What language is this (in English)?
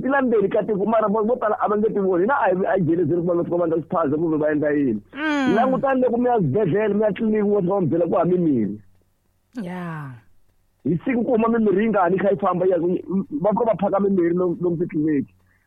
Tsonga